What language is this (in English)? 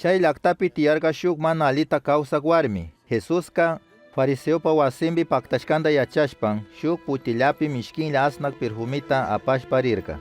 Chimborazo Highland Quichua